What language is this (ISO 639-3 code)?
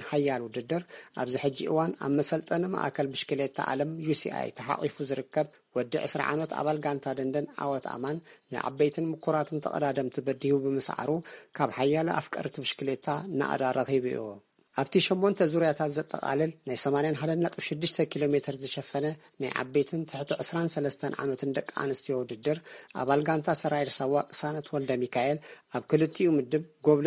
tir